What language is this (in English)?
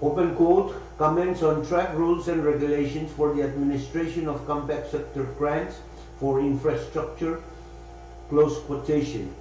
Pohnpeian